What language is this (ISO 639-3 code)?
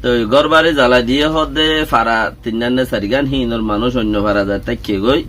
rhg